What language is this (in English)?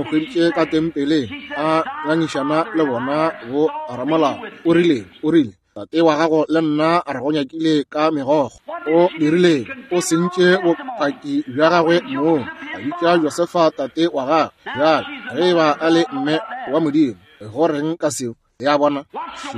Northern Sotho